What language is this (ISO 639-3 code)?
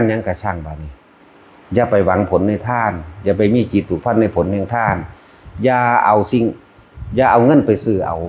lao